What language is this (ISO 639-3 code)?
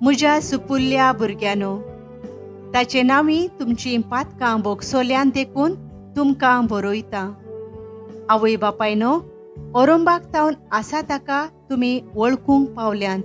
kok